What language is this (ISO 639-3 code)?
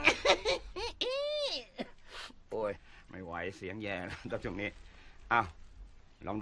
tha